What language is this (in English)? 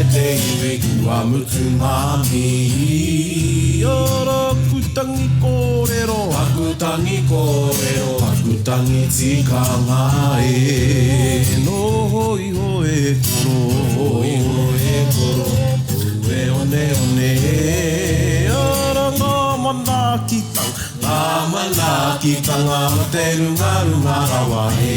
Māori